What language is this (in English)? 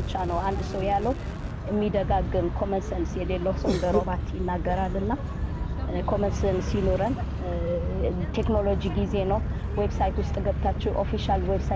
Amharic